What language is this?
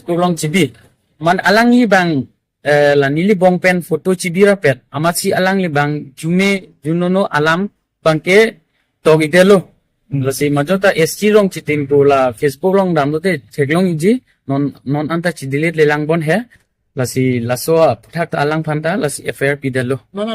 Karbi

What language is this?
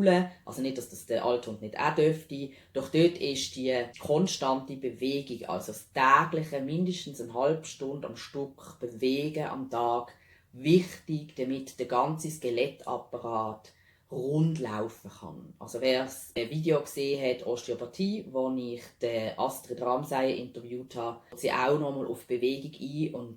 Swiss German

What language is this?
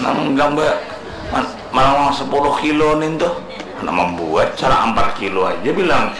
Banjar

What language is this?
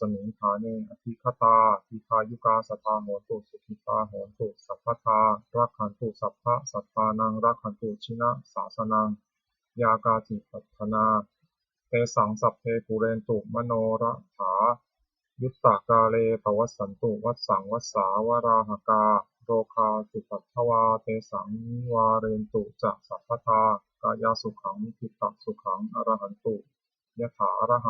Pali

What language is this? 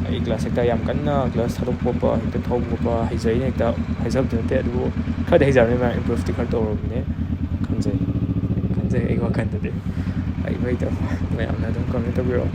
Manipuri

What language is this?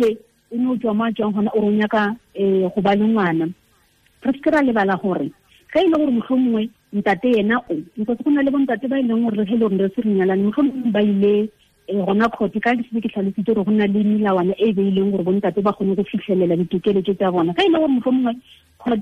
Tswana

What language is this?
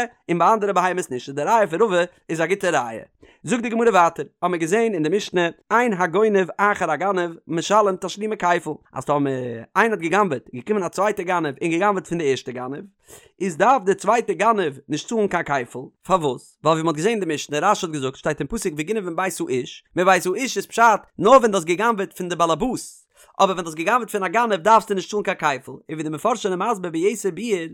Yiddish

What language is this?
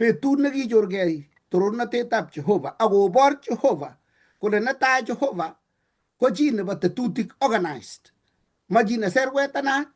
Kalenjin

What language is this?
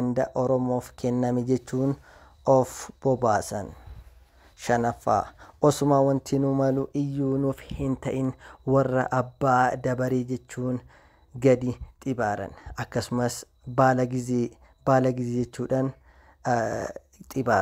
Oromo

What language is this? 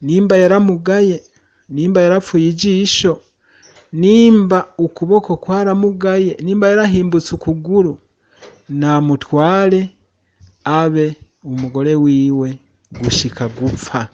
Rundi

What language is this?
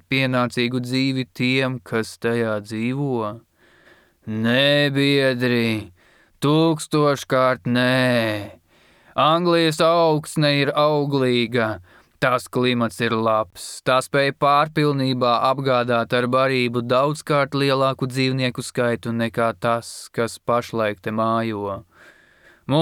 Latvian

